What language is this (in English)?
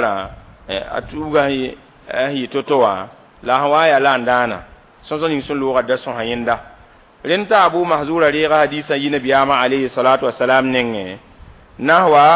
Mossi